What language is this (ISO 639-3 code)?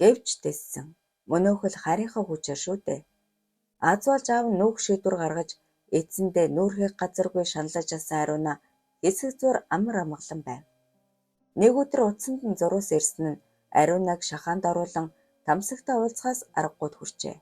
mon